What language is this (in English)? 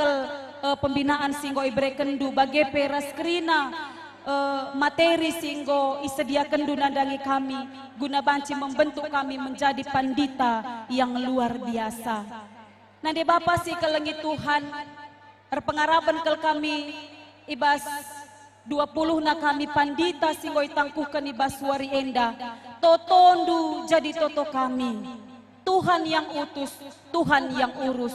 Batak Karo